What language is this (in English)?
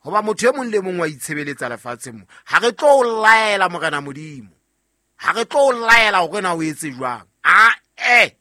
Southern Sotho